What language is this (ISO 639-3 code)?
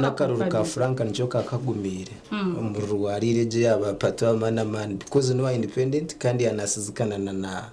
nyn